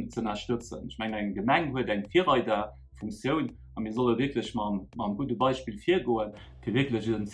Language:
Luxembourgish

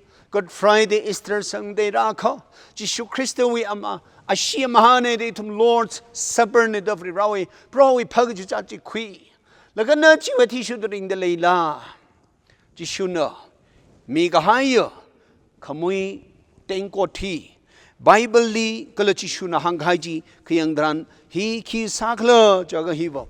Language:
Tangkhul Naga (India)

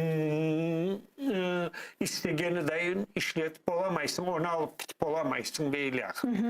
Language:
Crimean Tatar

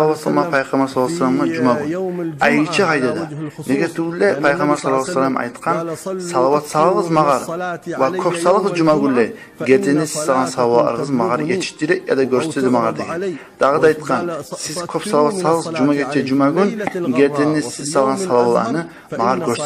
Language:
Kumyk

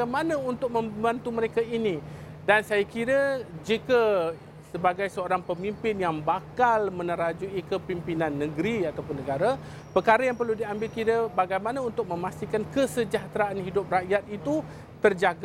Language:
Malay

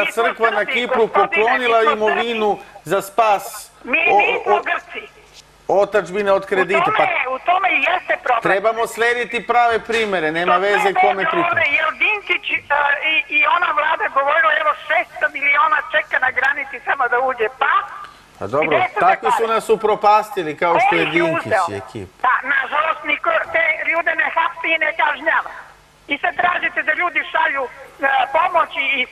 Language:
Serbian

